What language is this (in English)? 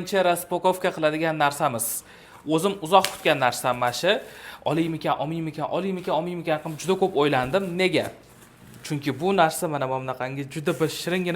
Uzbek